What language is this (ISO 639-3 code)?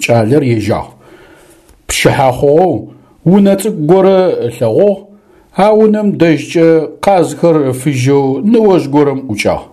ady